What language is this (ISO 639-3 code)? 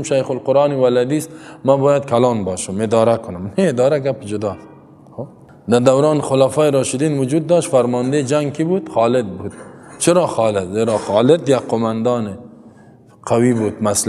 fas